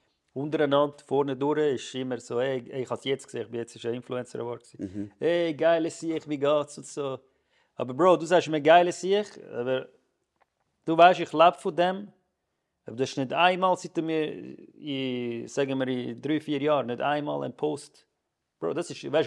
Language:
Swiss German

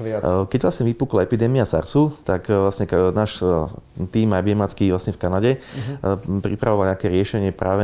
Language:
Slovak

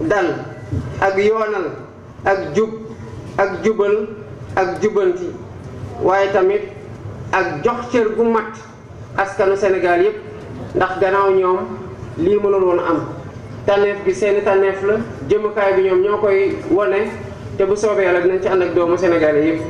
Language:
Wolof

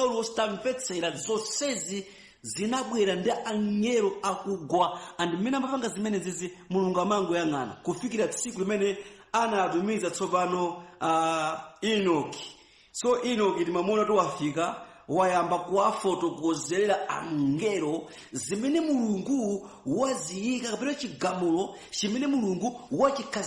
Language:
Nyanja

